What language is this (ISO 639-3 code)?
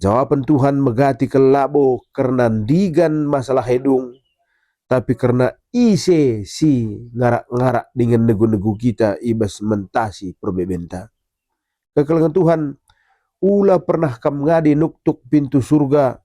btx